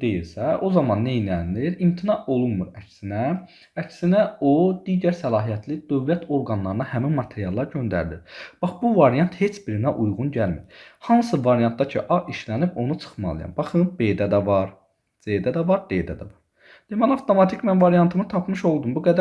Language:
Azerbaijani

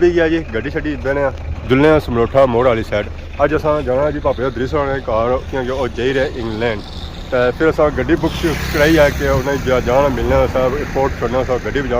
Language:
Pahari-Potwari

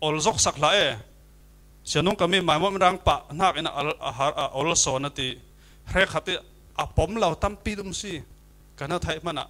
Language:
Falam Chin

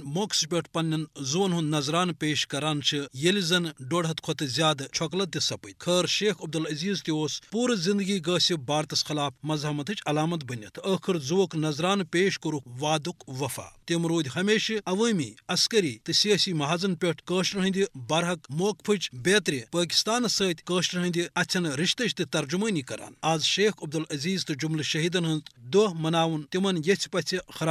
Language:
Kashmiri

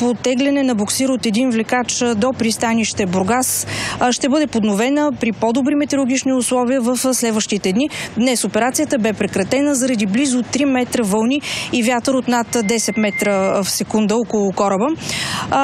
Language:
Bulgarian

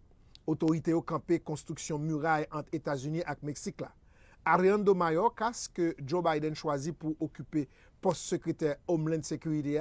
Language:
Haitian Creole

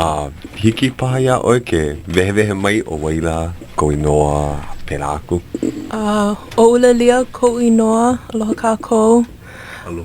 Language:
Hawaiian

